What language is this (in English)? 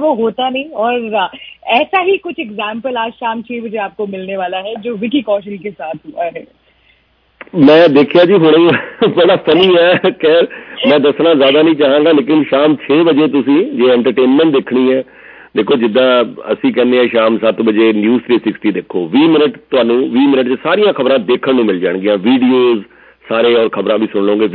Punjabi